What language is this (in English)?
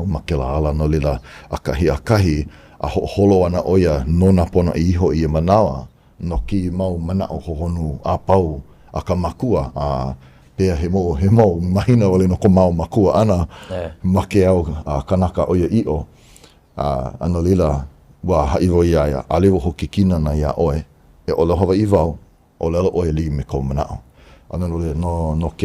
Hawaiian